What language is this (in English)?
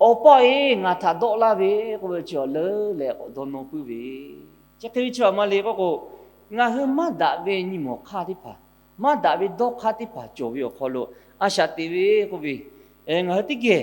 Lahu